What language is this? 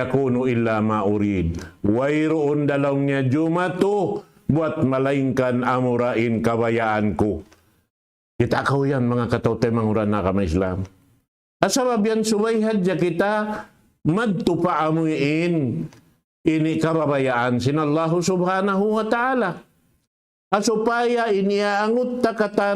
Tausug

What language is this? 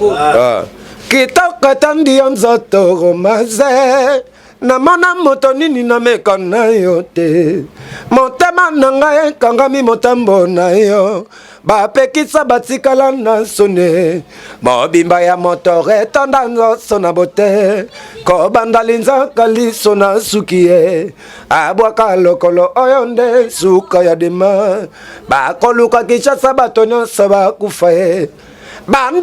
Lingala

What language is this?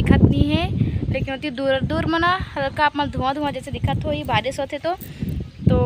Chhattisgarhi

